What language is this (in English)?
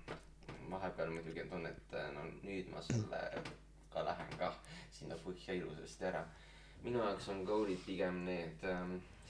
Estonian